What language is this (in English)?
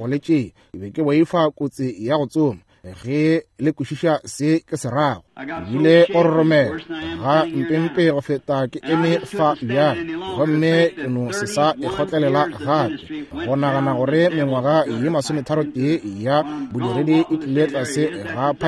Northern Sotho